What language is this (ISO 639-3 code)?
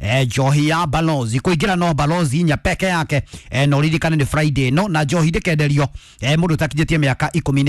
kik